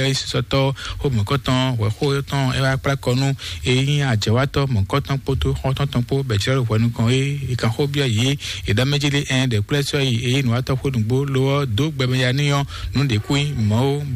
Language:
Fon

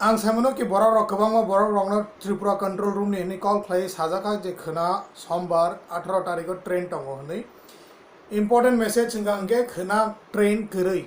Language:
Kok Borok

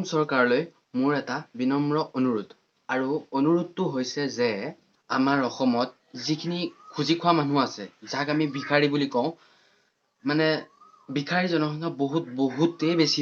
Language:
Assamese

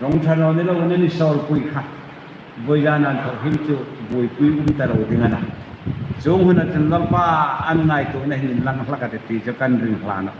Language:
Hmar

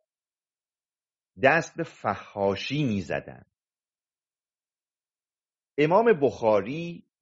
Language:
Persian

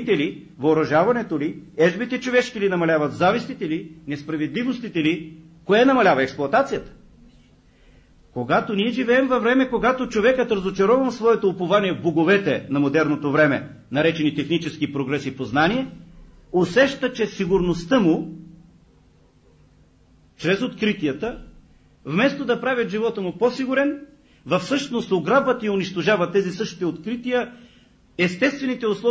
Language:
Bulgarian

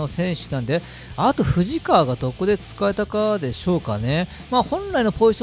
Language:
Japanese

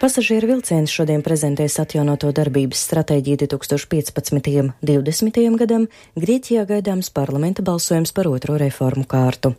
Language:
Latvian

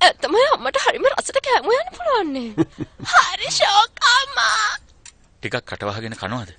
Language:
Sinhala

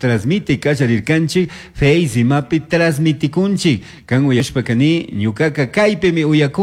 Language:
Chimborazo Highland Quichua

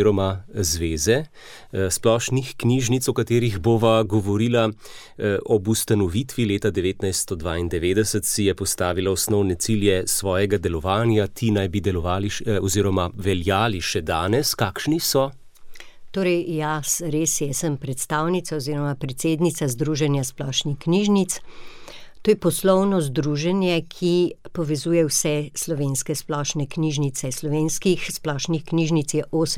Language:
Slovenian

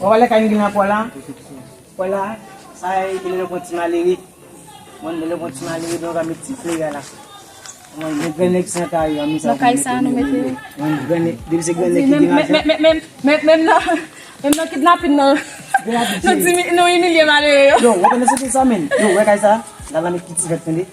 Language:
Haitian Creole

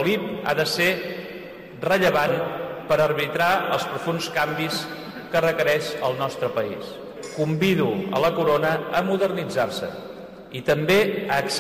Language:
Catalan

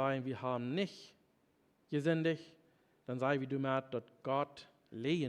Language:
Plautdietsch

